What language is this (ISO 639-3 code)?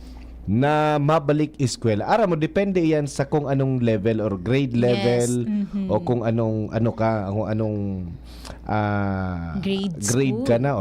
bik